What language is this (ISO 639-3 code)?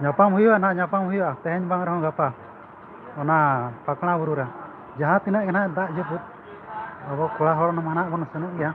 sat